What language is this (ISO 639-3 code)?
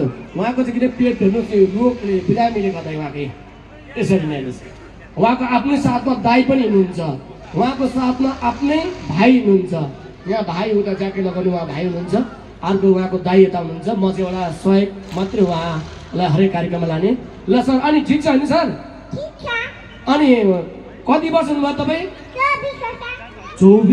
nep